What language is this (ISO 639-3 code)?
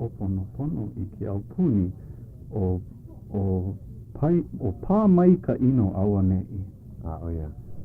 haw